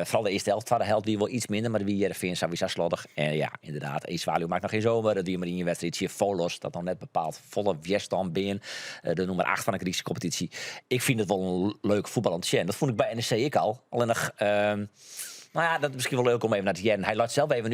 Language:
Western Frisian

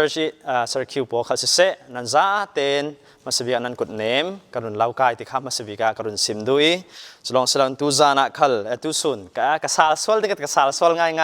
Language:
Falam Chin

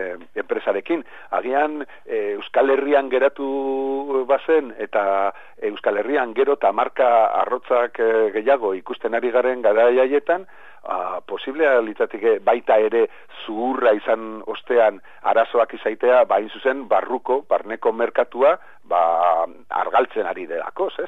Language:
Basque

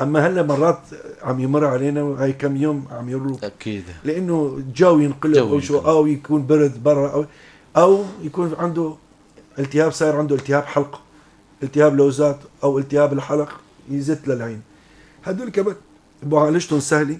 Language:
North Levantine Arabic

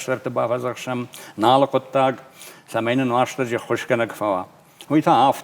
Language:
Ossetic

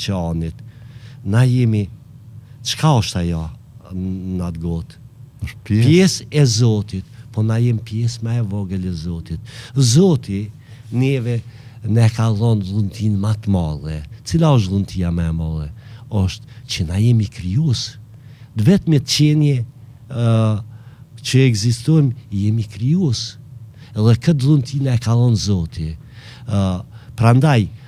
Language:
Albanian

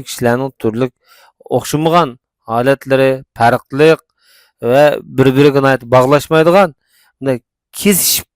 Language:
Uyghur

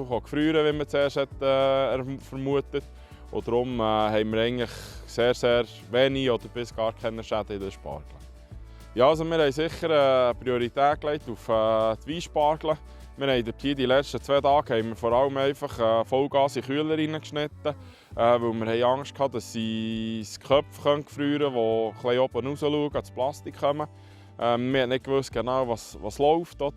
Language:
Swiss German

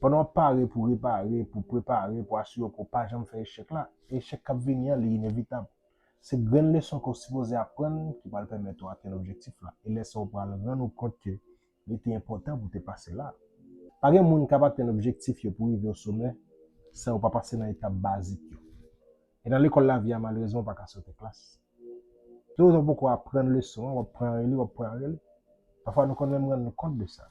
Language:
Haitian Creole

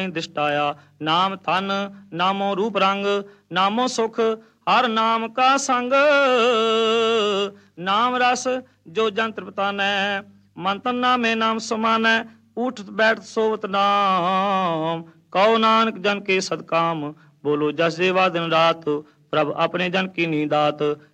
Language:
Punjabi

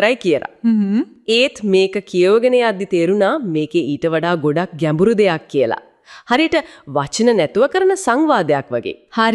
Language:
Sinhala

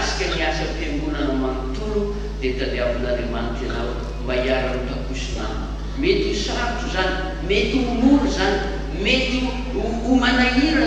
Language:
Malagasy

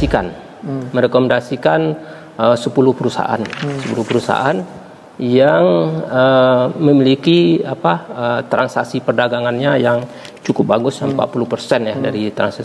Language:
Indonesian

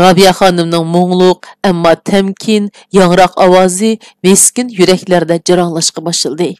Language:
Uyghur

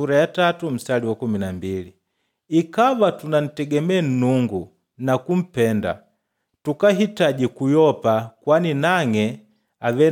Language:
Makonde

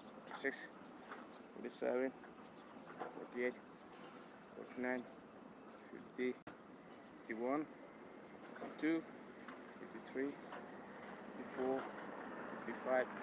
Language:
Manipuri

